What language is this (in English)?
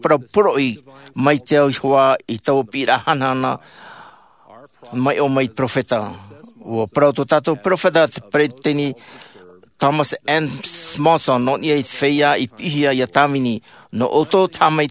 Tahitian